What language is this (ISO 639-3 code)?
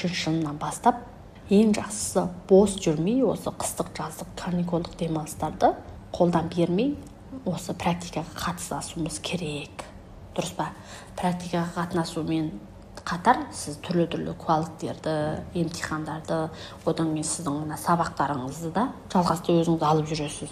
kaz